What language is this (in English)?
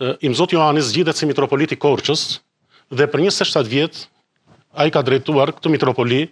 Albanian